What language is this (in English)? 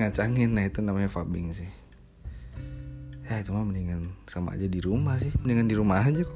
Indonesian